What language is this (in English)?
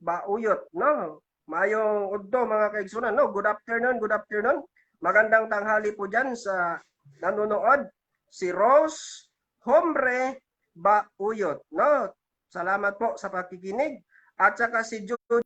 Cebuano